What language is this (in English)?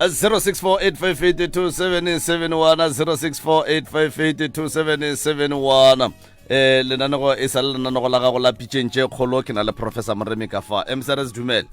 Northern Sotho